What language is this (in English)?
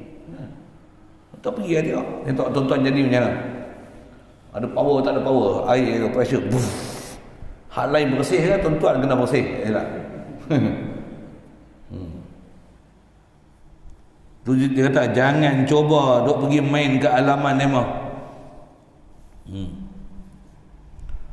Malay